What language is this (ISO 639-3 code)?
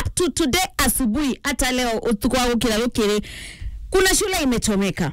mer